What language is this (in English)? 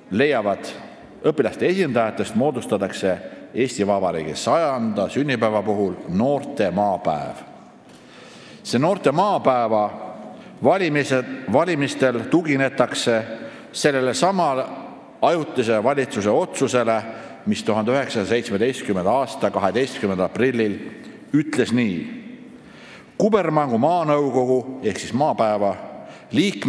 Estonian